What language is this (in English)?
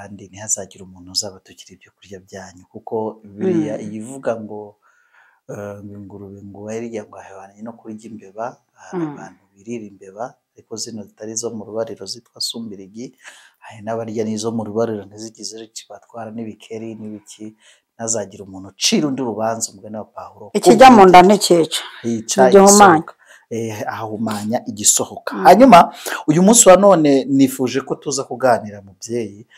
Kinyarwanda